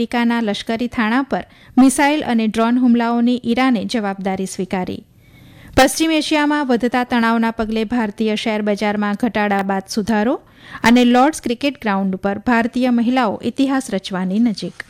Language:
Gujarati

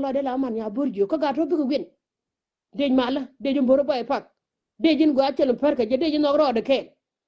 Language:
Nuer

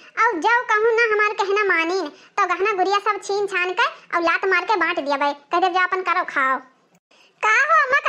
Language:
Awadhi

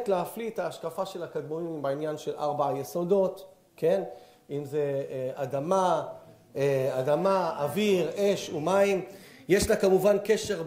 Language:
Hebrew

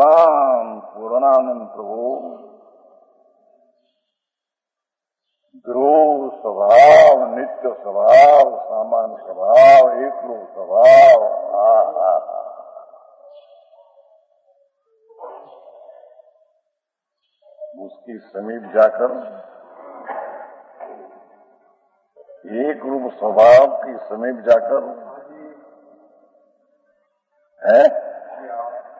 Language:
Hindi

